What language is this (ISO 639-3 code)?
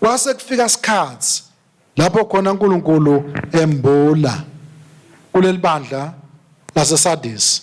ssw